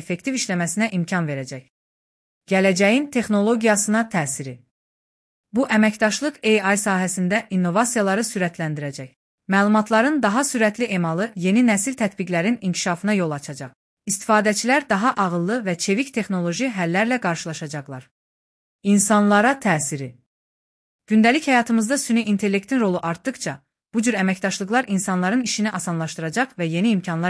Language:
Azerbaijani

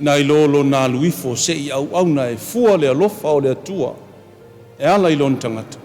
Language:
Samoan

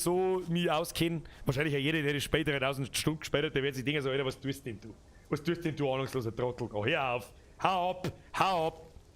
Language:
Bavarian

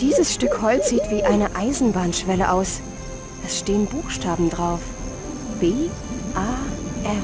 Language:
Bavarian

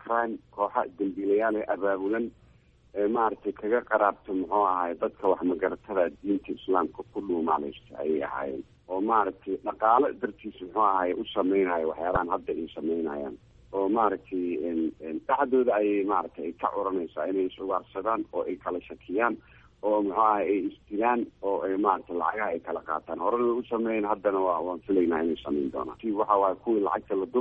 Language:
Somali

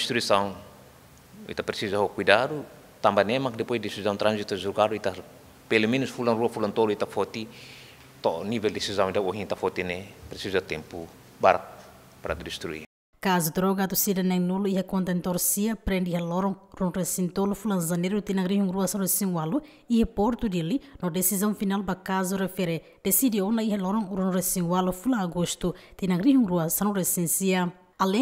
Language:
Tetum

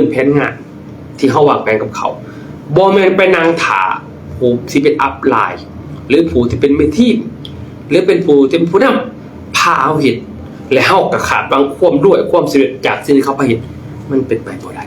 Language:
Lao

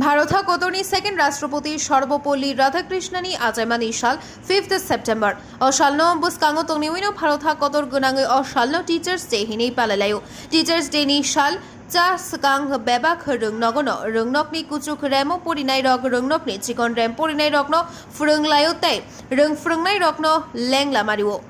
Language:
Kok Borok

